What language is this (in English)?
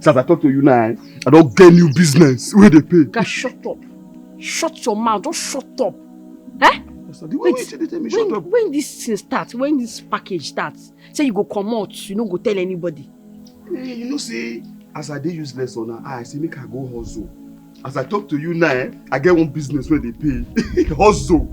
Nigerian Pidgin